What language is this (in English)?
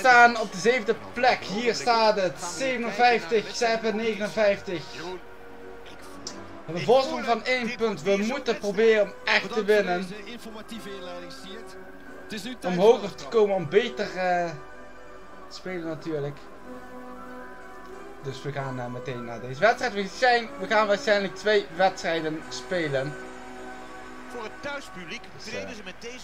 Dutch